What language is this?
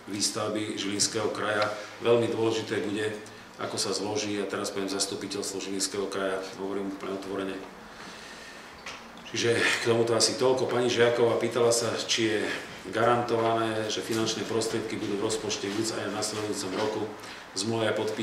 Slovak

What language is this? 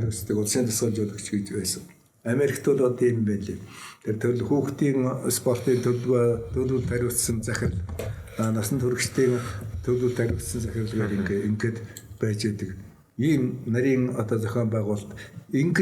Mongolian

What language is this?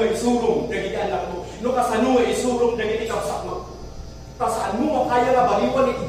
Iloko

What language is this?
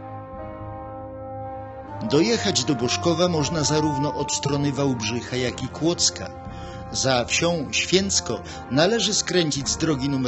Polish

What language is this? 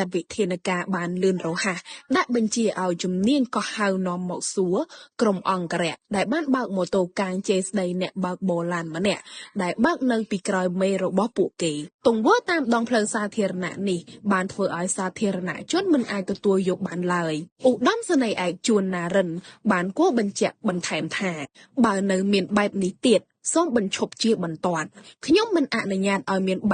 Khmer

